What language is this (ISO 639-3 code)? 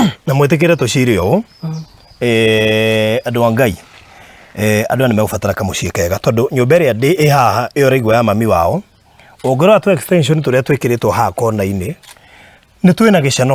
kik